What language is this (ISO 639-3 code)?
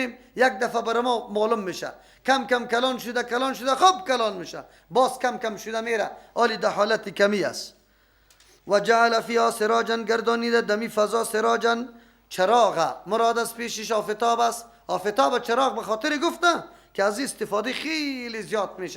fas